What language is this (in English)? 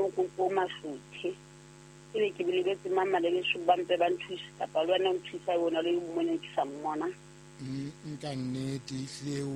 Southern Sotho